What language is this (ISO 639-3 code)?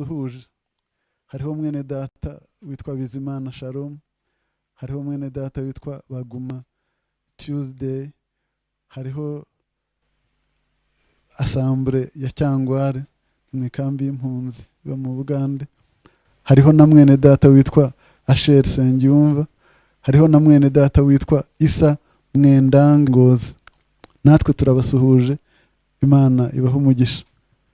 kin